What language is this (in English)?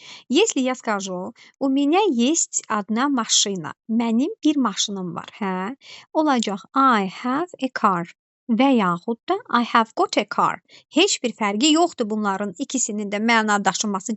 Azerbaijani